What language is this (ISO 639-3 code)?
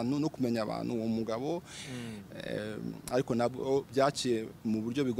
kin